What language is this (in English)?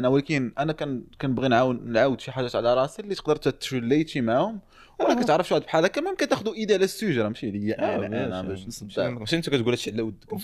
Moroccan Arabic